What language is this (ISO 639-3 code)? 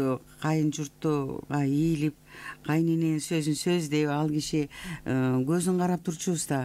kir